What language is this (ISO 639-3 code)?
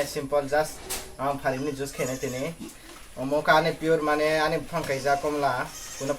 trp